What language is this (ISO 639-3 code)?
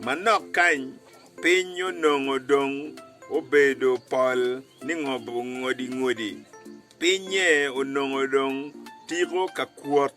ach